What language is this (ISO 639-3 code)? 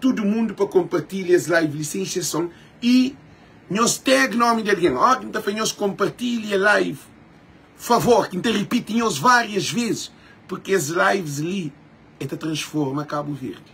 kea